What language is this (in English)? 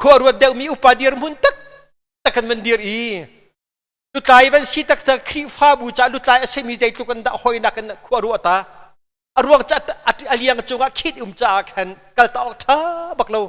Hakha Chin